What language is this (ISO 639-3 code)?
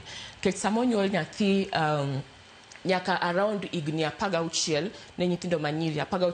luo